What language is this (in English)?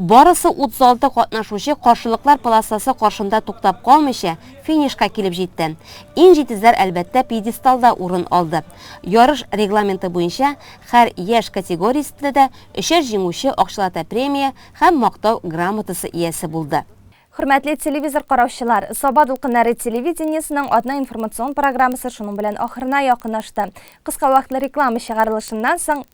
Tatar